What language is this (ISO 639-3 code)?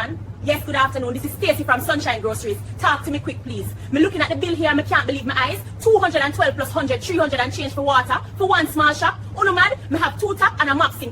jam